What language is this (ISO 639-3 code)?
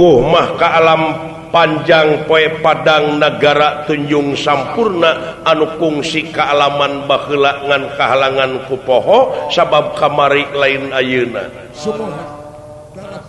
sun